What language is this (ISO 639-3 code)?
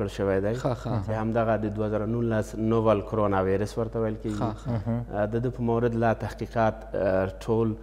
pus